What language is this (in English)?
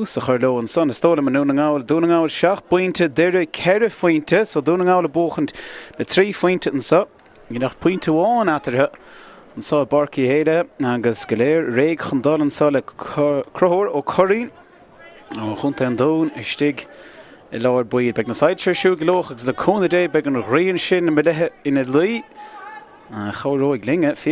Irish